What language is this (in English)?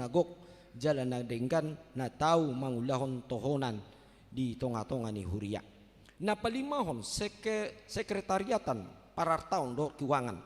Batak Toba